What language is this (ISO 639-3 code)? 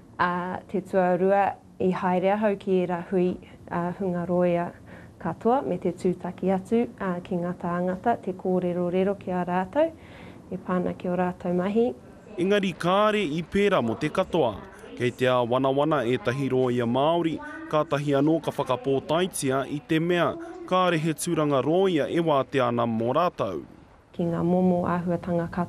mri